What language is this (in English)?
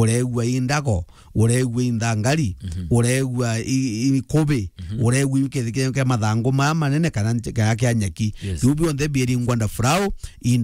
Meru